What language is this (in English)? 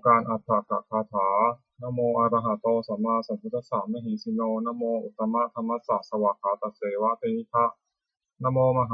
Pali